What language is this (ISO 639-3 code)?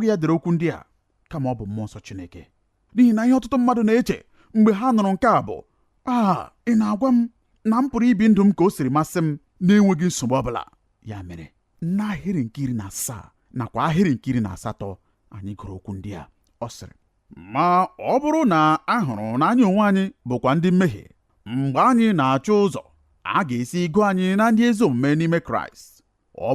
ibo